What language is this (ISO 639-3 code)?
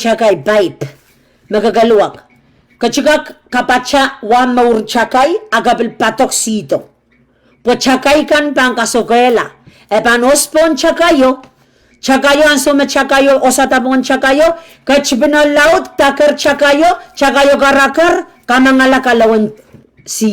pon